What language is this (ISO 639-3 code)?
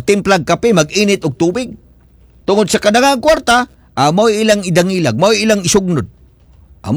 ceb